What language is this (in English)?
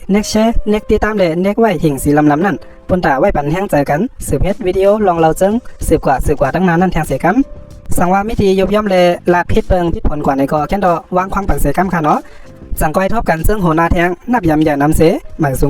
Shan